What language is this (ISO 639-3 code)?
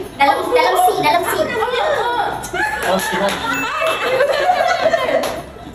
msa